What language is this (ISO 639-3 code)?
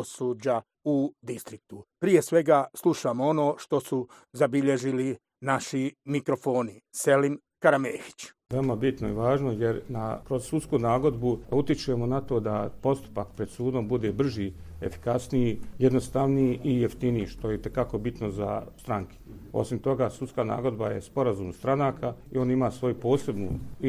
bos